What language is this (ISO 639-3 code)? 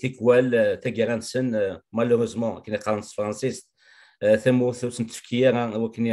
kab